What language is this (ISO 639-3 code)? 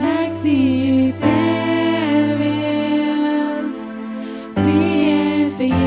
pdt